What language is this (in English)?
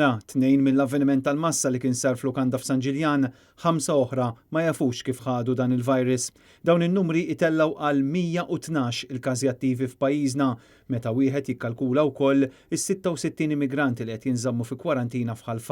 Maltese